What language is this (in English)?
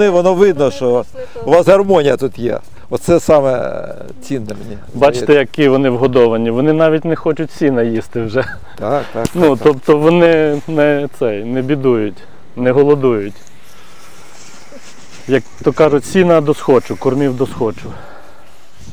Ukrainian